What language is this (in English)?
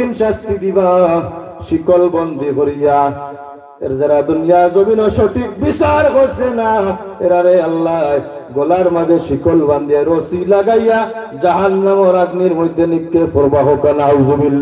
Sylheti